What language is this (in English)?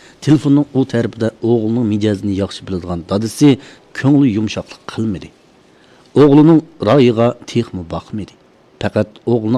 Uyghur